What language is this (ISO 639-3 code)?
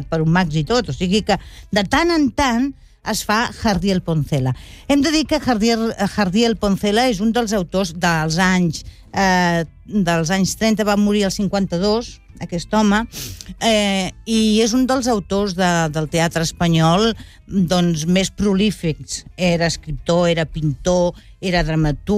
cat